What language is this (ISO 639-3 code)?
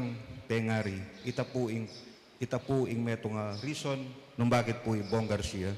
pam